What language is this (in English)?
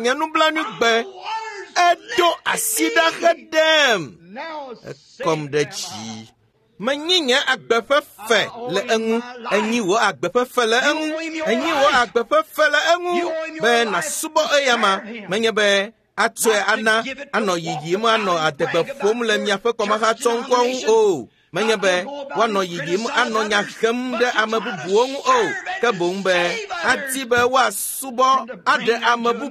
Ewe